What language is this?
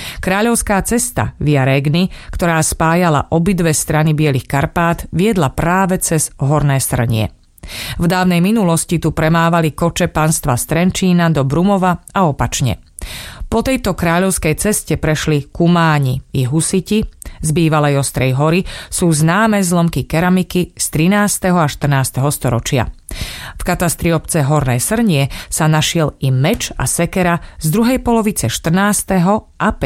Slovak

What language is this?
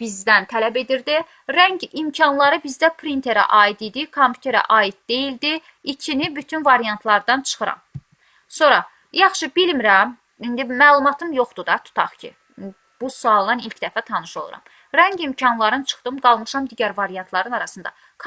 Azerbaijani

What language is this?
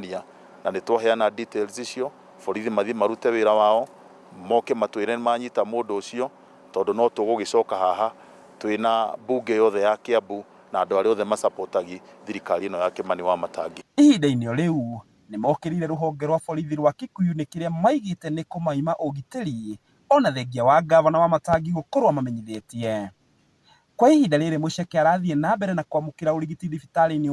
Kikuyu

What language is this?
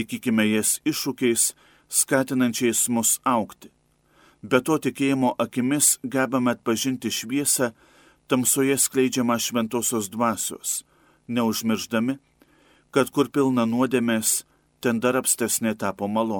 Lithuanian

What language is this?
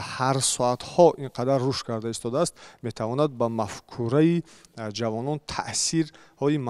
Tajik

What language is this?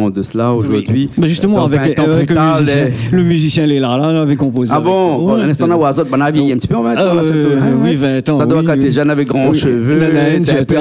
Réunion Creole French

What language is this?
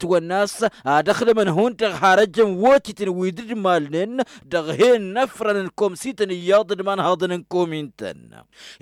Tamasheq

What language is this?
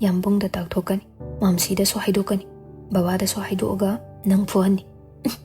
Manipuri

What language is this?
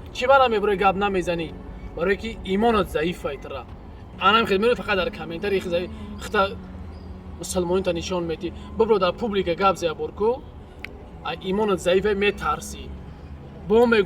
Tajik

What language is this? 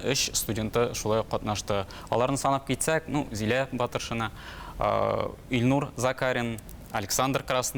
Tatar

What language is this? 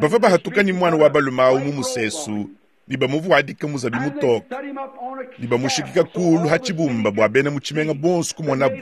Luba-Lulua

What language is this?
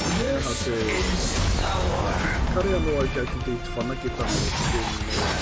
Māori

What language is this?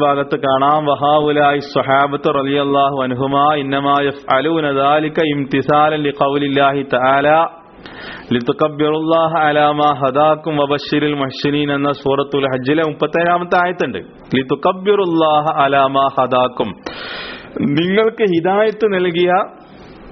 Malayalam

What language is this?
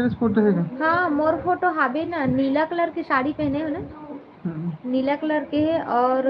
Chhattisgarhi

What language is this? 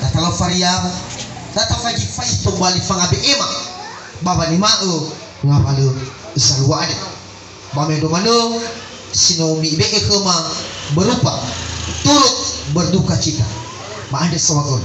Nias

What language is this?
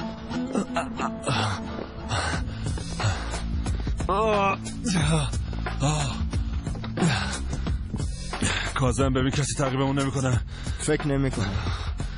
Persian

